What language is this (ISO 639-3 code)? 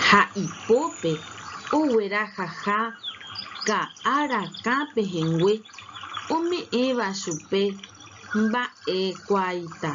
grn